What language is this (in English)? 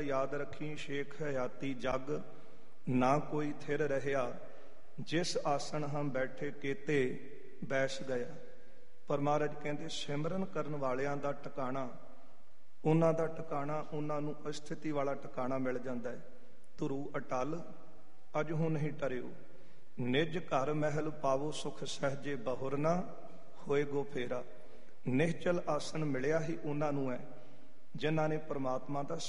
Punjabi